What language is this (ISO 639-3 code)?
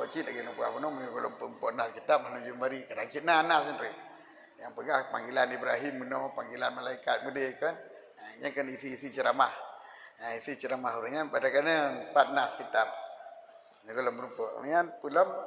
ace